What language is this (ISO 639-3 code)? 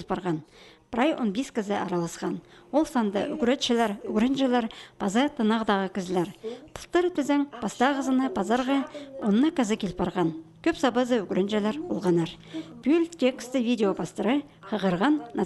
kjh